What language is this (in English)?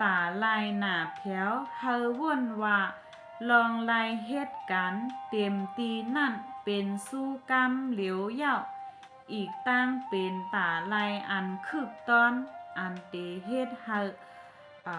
Shan